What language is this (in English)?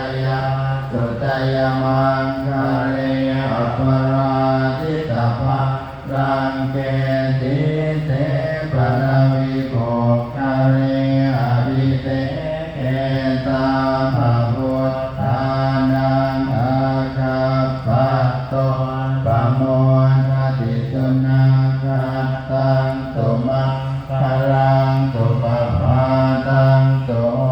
Pali